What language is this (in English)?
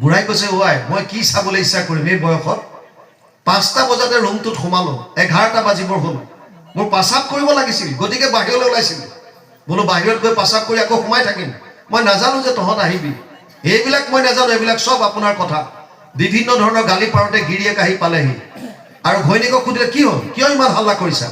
Assamese